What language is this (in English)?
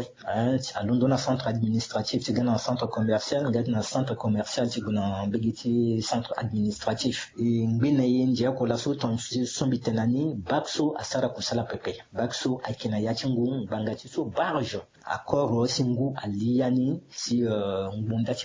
Sango